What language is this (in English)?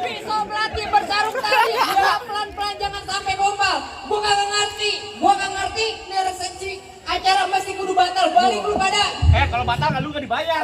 Betawi